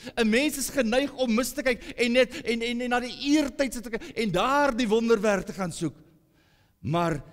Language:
Afrikaans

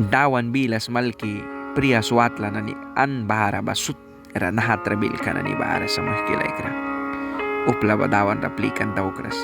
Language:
Mískito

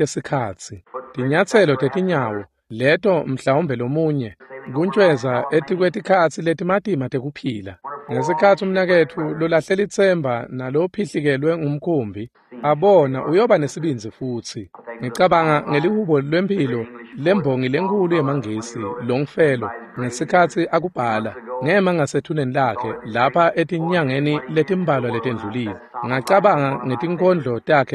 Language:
Swati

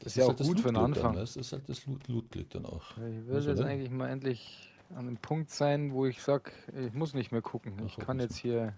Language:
Bavarian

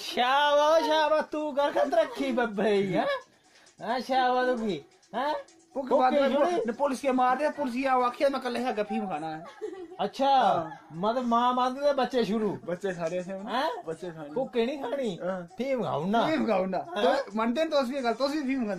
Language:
Dogri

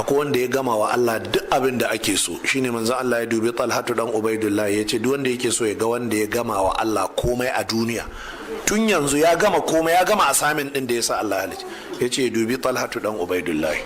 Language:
Hausa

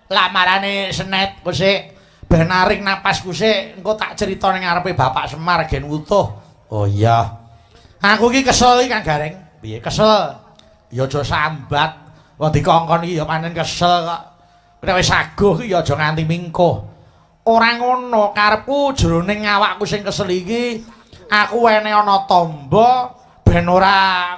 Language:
Javanese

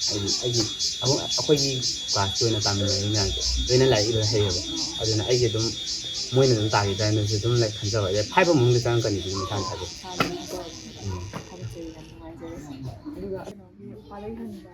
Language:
Manipuri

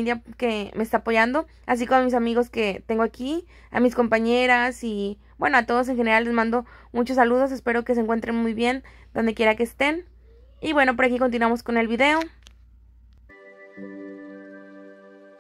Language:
Spanish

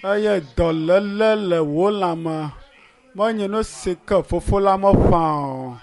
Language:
Ewe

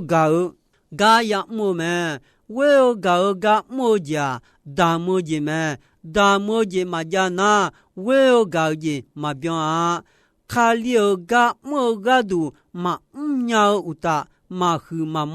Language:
Akha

